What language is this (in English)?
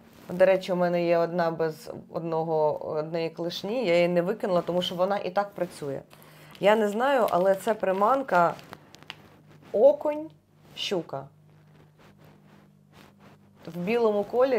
Ukrainian